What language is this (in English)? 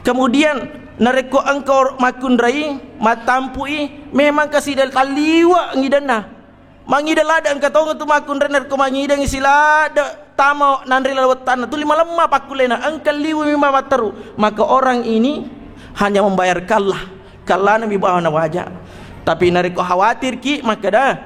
Buginese